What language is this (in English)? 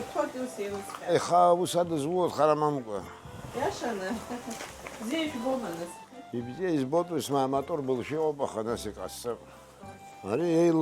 Abkhazian